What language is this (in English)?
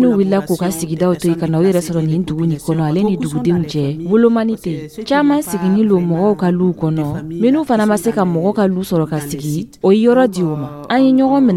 Dyula